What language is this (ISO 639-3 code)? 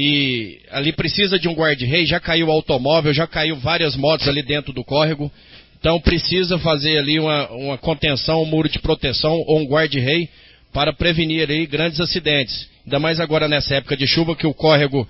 por